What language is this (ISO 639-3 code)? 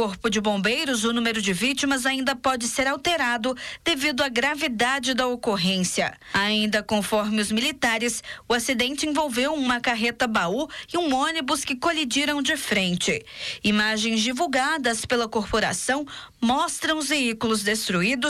por